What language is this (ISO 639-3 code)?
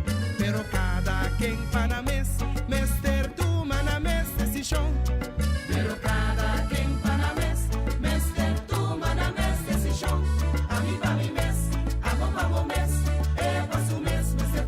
pap